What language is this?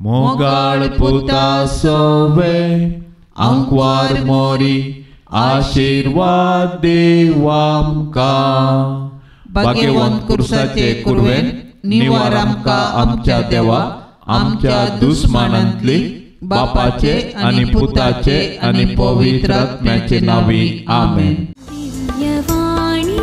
Konkani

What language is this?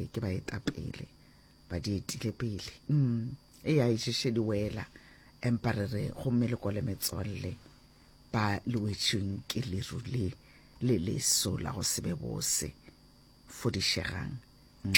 Northern Sotho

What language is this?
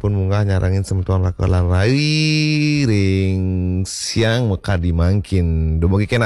Balinese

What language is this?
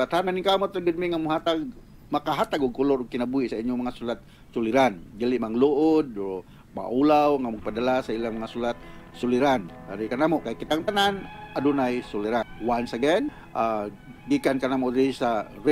Cebuano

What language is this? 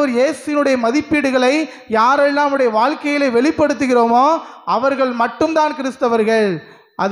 Tamil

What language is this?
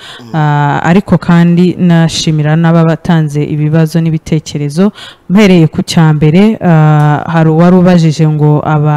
Kinyarwanda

